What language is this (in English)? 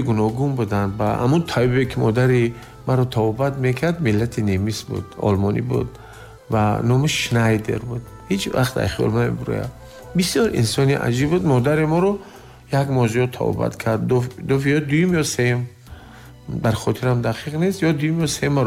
Tajik